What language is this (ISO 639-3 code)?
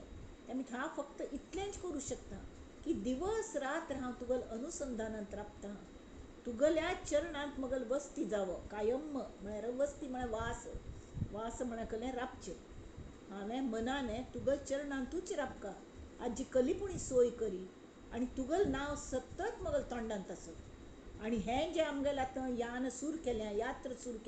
kok